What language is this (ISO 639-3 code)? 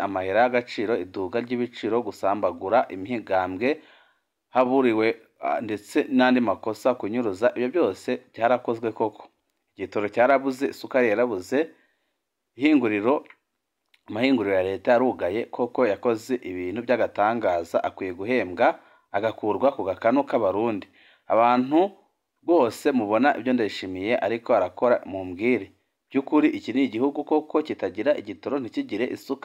run